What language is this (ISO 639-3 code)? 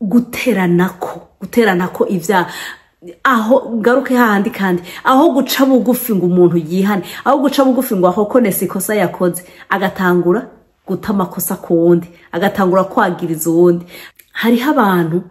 run